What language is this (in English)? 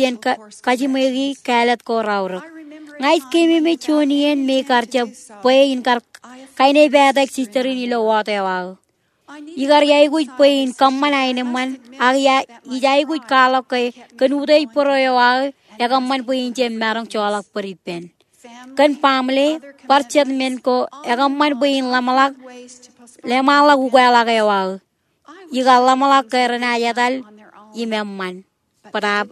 Marshallese